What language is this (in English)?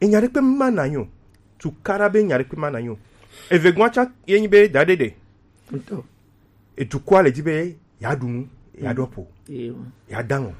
Gen